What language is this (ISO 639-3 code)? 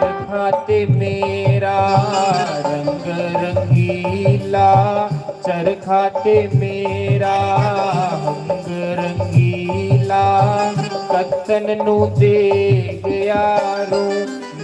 doi